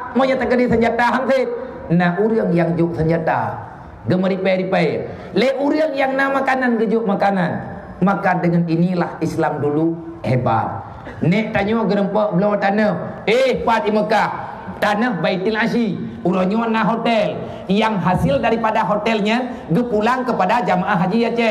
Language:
Achinese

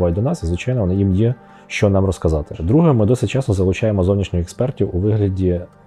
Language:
Ukrainian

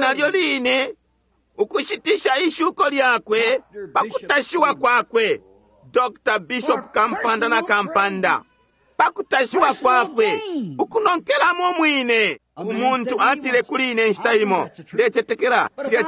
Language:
Bemba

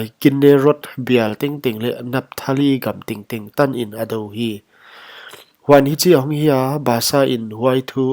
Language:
Paite Chin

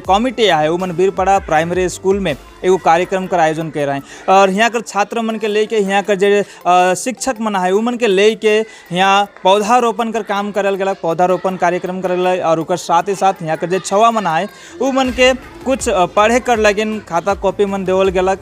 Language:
Sadri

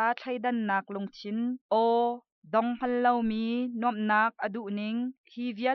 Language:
Hakha Chin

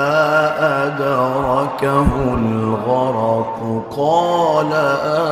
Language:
Arabic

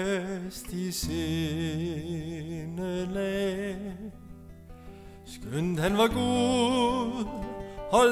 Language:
Danish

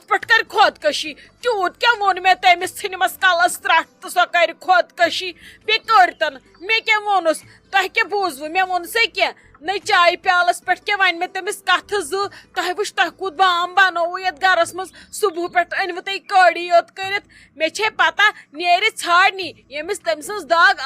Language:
Kashmiri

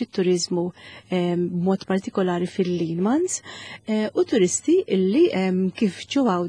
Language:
Maltese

